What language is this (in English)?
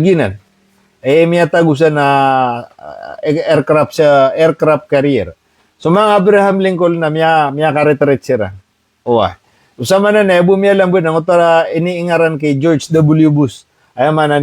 Maranao